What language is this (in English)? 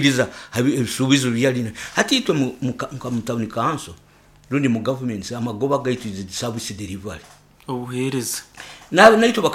Nyoro